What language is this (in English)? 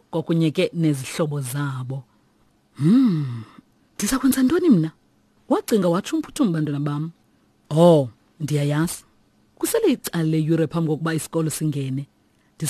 Xhosa